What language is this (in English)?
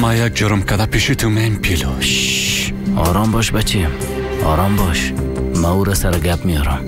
Persian